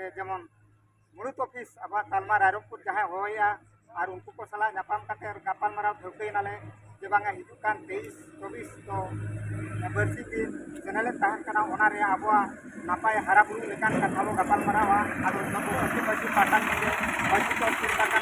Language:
Santali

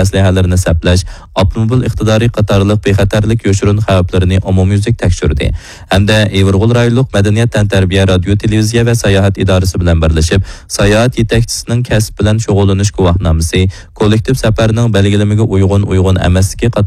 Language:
Uyghur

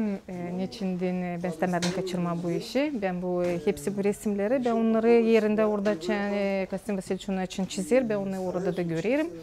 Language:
Gagauz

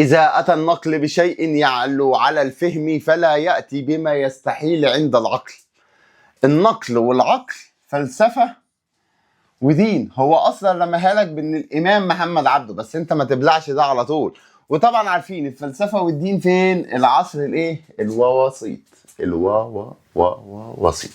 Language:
Egyptian Arabic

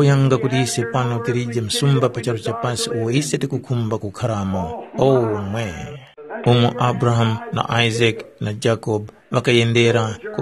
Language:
Tumbuka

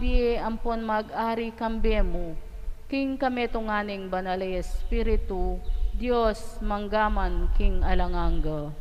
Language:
Pampanga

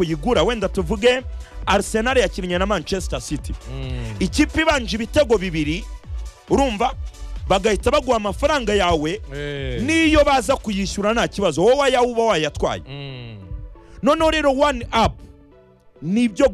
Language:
Kinyarwanda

